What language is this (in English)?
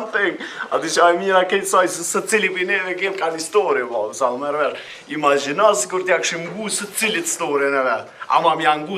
Albanian